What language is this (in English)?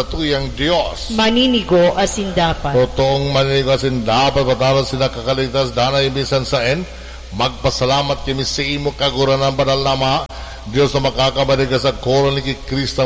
Bikol